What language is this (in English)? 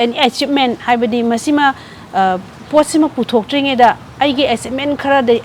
Manipuri